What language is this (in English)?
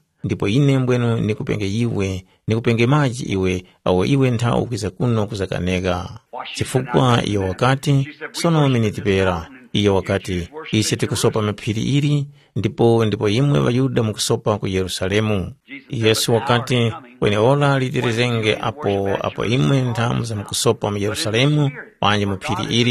Tumbuka